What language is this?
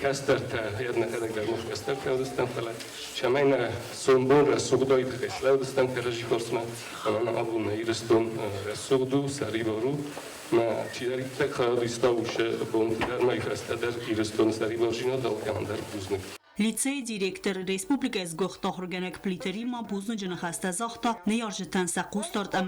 Ossetic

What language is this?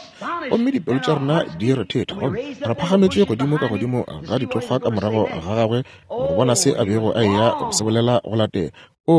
Northern Sotho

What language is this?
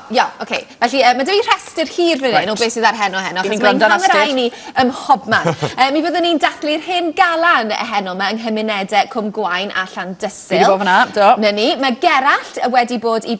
Welsh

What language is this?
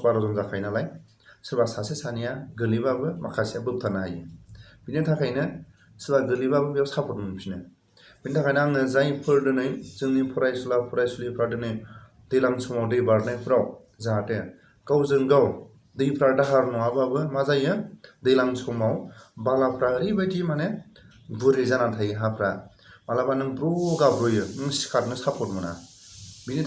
Bodo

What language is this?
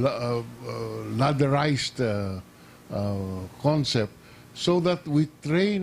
Hiligaynon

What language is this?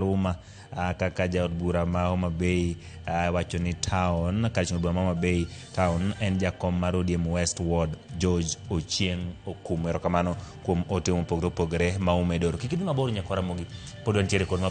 Luo (Kenya and Tanzania)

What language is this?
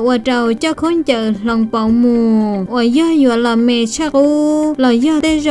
Hmong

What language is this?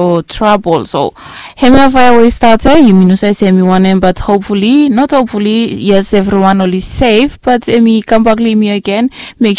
Bislama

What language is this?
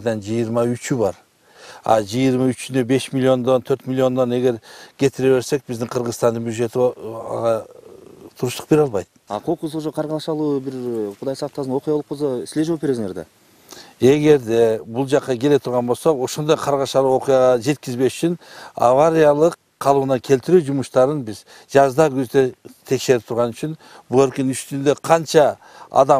Kyrgyz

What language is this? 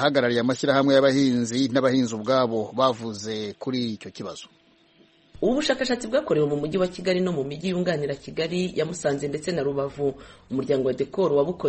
Kinyarwanda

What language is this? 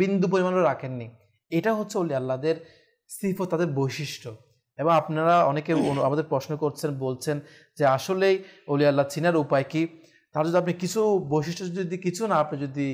Bangla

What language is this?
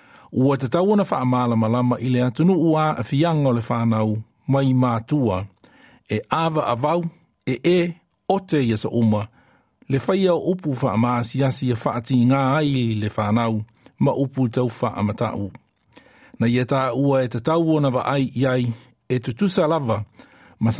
Samoan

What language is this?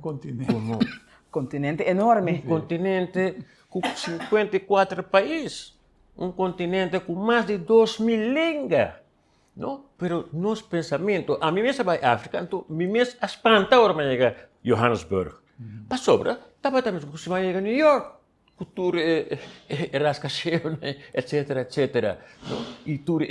Papiamento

